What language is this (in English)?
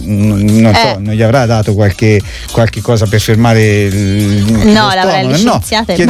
Italian